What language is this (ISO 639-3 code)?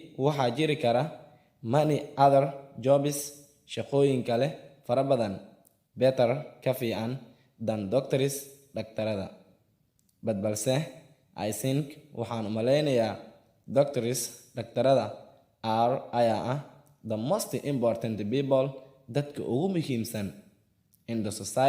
som